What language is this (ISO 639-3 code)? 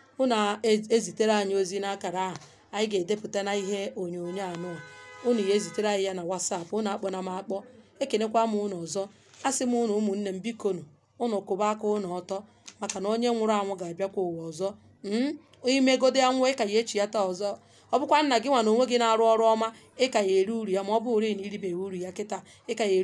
ibo